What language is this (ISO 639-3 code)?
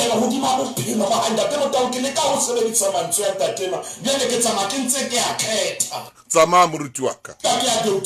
sot